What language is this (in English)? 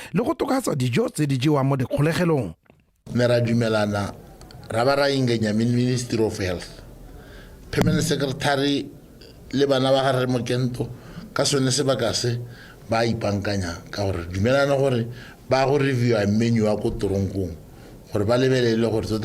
Tswana